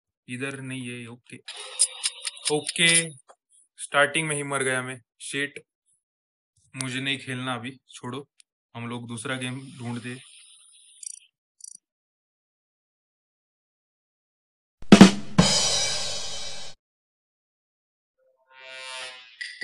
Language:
Hindi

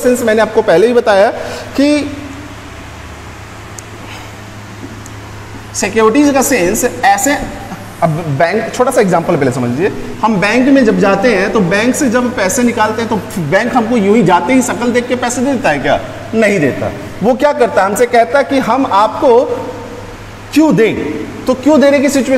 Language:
Hindi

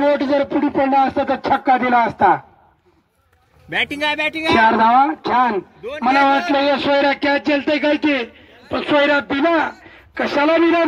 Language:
Marathi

